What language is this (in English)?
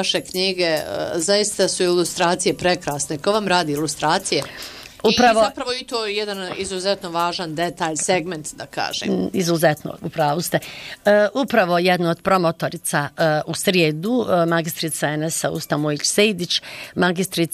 Bosnian